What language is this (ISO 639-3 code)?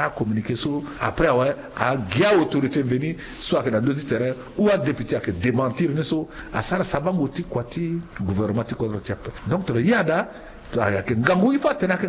sag